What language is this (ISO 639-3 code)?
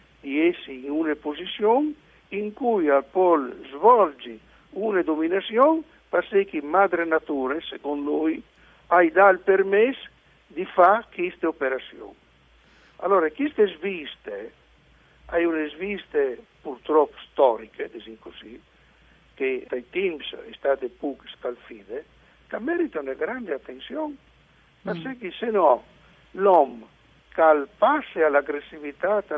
fur